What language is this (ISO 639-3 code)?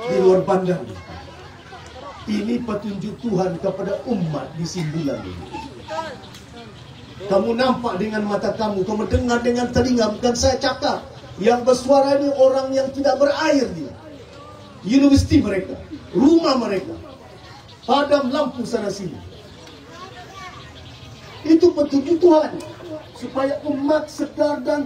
msa